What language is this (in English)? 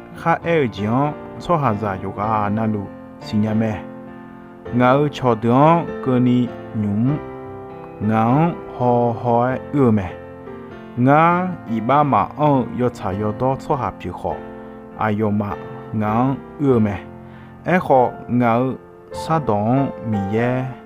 Akha